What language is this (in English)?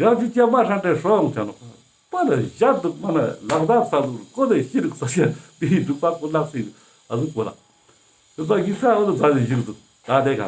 Ladakhi